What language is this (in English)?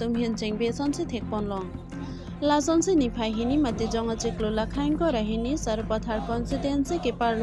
Karbi